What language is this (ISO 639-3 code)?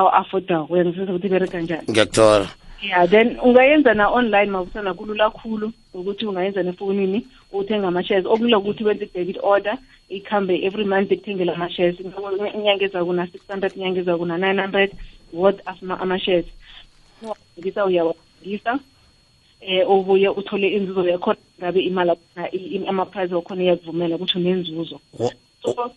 nbl